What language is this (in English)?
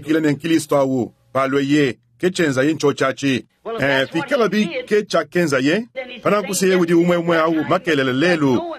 Luba-Lulua